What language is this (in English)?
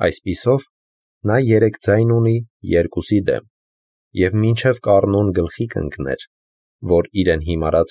Armenian